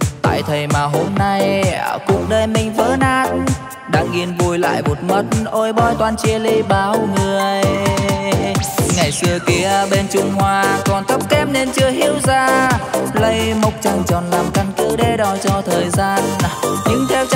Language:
Vietnamese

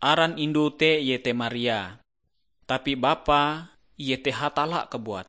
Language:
Ngaju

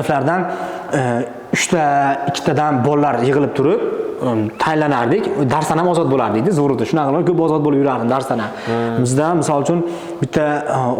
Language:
Uzbek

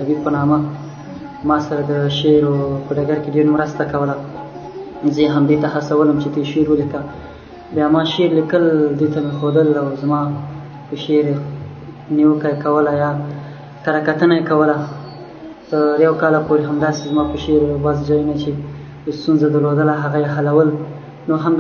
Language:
Pashto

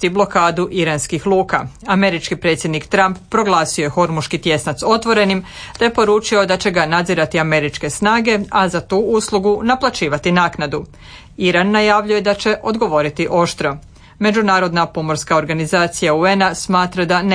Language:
Croatian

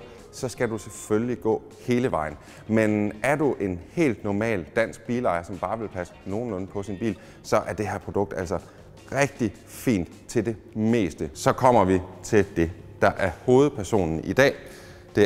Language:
Danish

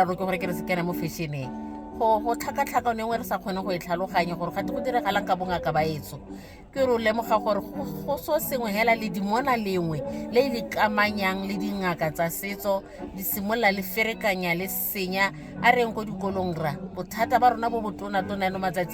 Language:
Tswana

